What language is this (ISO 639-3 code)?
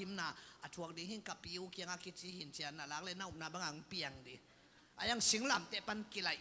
ctd